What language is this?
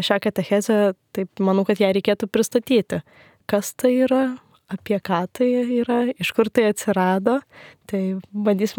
Lithuanian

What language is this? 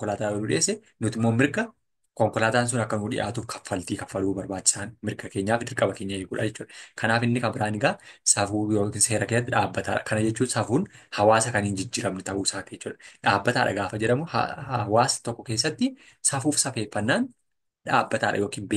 Oromo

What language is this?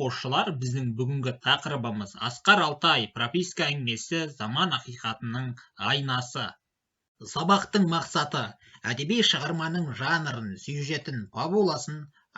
Kazakh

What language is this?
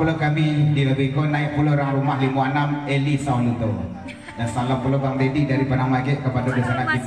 Minangkabau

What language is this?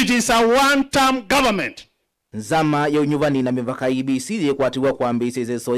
Kamba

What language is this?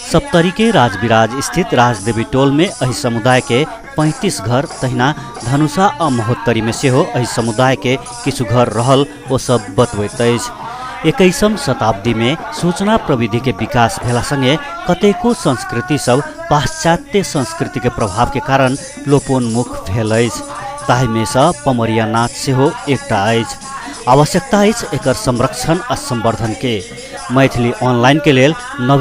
Maithili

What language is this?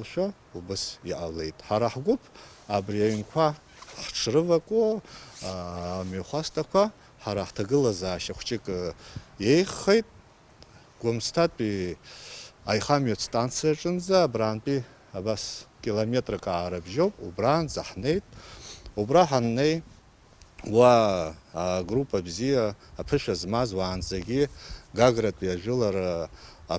Abkhazian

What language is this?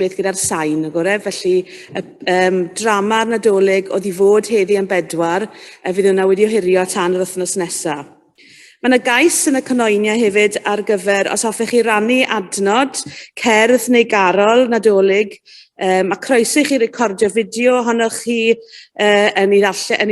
Welsh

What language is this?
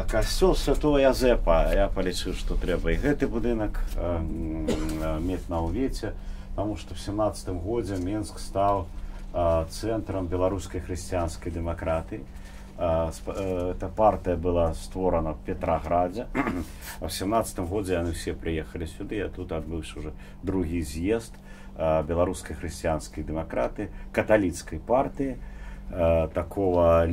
Belarusian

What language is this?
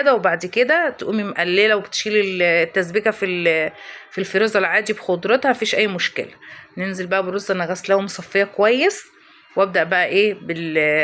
Egyptian Arabic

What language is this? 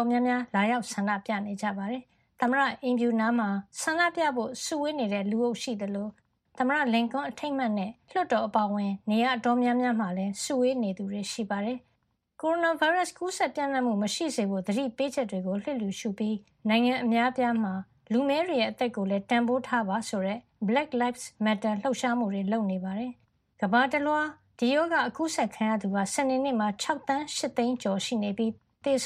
Burmese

